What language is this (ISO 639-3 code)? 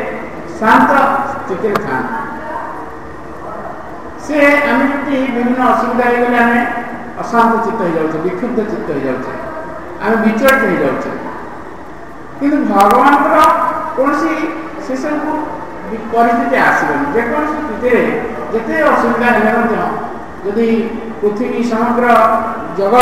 ori